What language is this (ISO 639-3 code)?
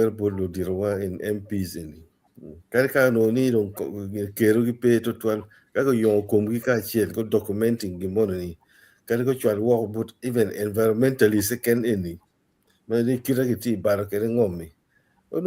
ach